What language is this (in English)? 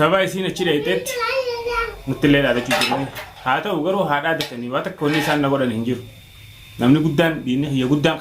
Oromo